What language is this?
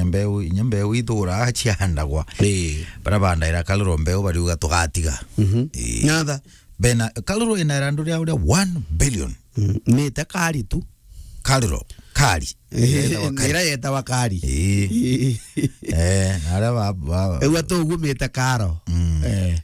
Meru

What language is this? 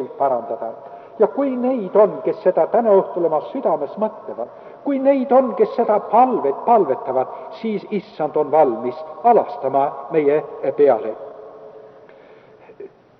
Estonian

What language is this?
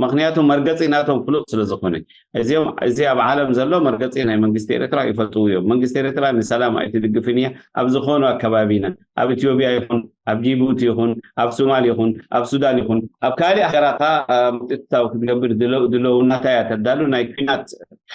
Tigrinya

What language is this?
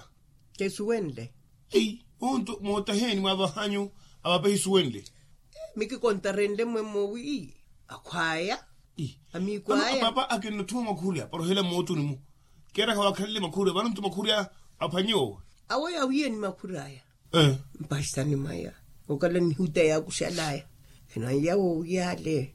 Makhuwa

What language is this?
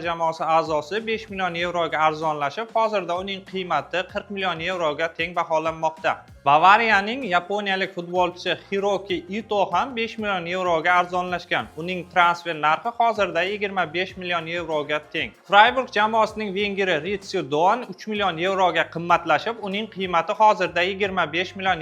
Uzbek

